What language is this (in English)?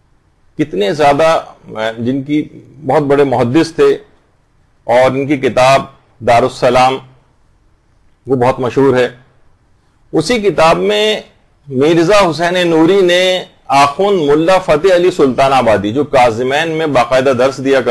Urdu